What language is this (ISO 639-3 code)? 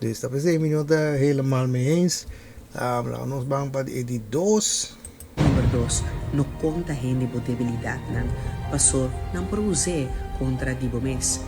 pap